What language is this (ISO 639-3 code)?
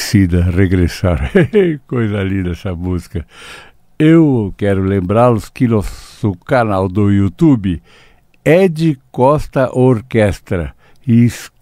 por